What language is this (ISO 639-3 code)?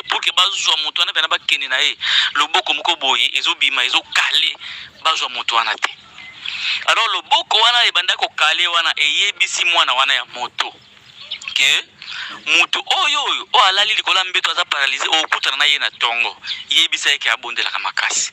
lin